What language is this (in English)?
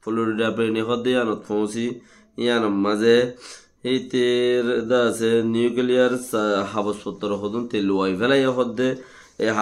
Rohingya